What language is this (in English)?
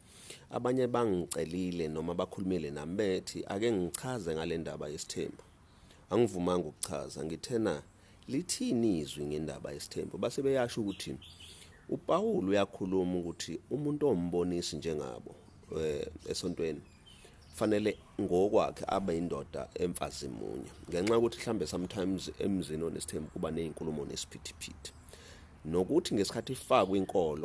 Zulu